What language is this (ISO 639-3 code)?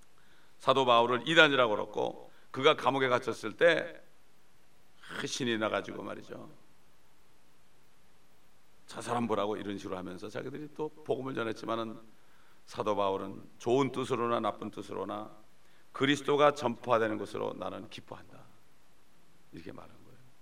kor